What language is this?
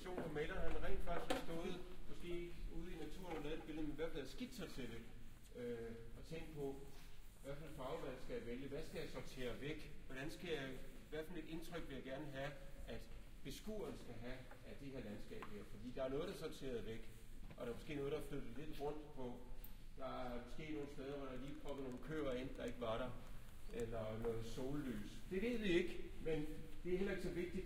Danish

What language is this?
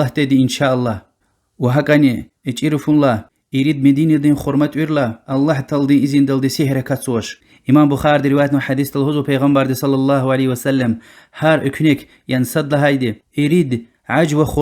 Lezghian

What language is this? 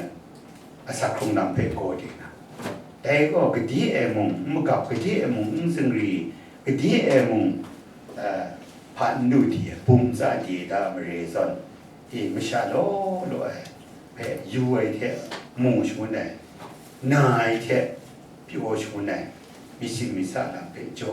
Kachin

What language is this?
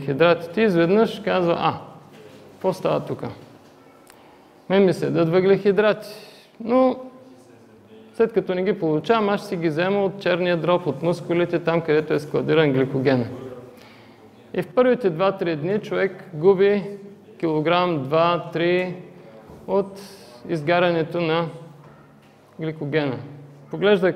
Bulgarian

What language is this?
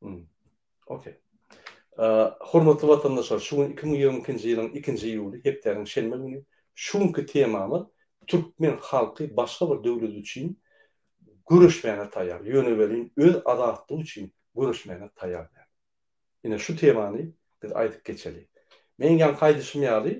Turkmen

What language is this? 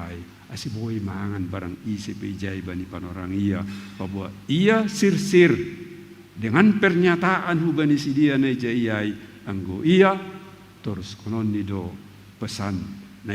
Batak Simalungun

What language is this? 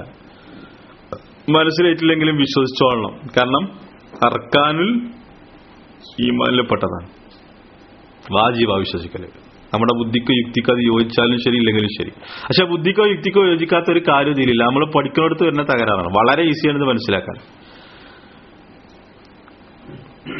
Malayalam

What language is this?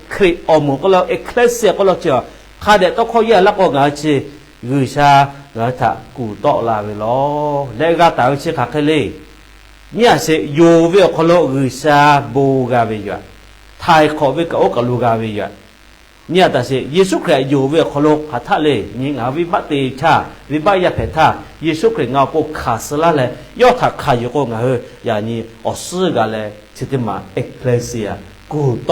Lahu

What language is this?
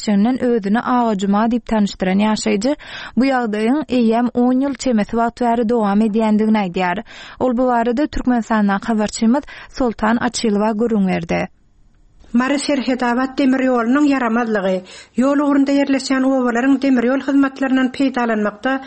Turkmen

